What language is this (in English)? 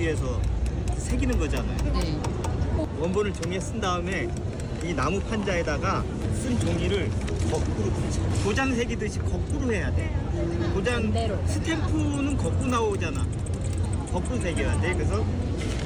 Korean